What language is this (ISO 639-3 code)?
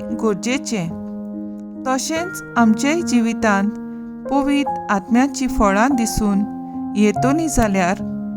kok